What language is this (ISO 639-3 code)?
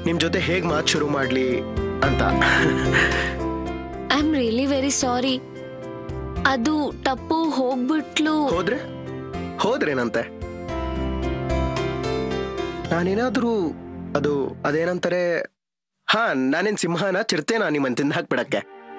kan